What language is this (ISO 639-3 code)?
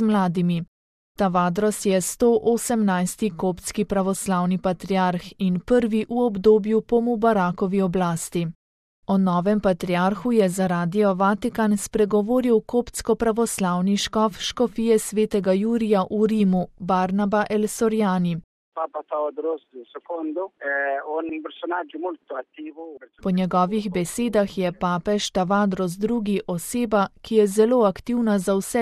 slv